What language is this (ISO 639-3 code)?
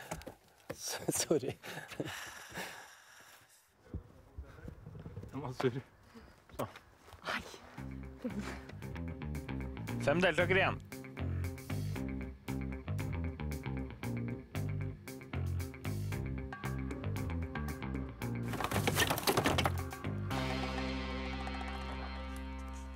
nor